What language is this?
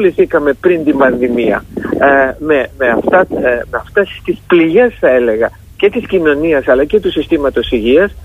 Greek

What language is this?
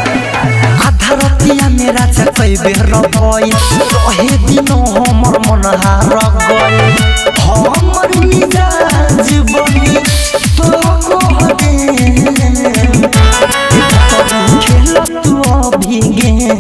Bhojpuri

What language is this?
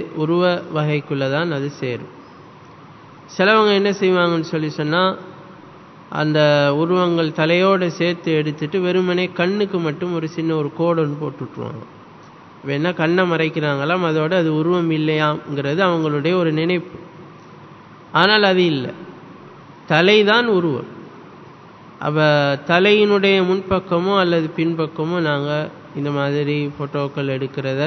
Tamil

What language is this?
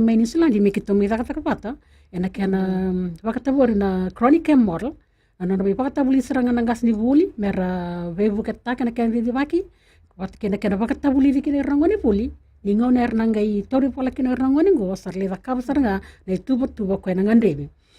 Fijian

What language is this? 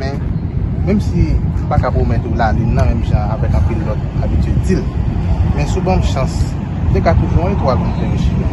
Haitian Creole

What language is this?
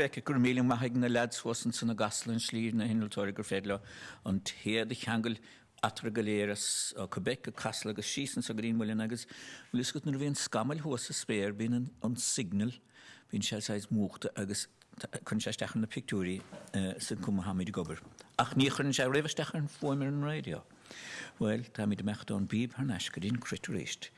Irish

